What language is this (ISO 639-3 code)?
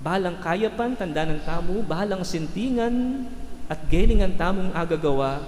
pam